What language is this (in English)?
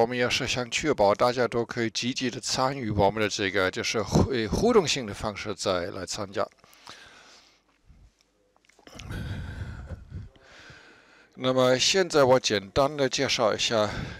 Chinese